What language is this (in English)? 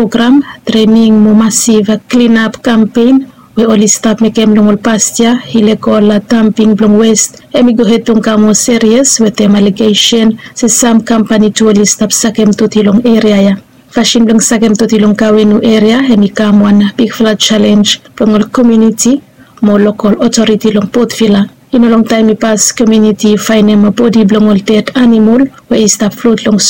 Bislama